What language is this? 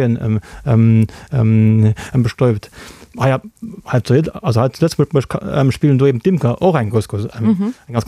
Luxembourgish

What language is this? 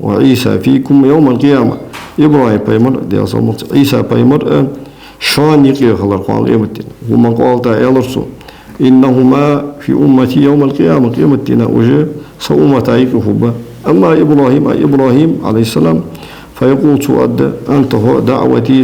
Ingush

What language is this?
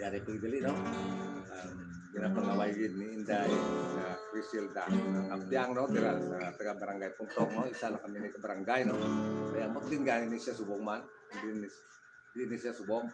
Hiligaynon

